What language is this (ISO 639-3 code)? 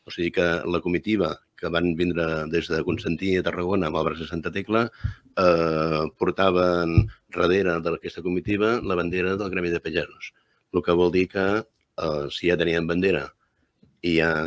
cat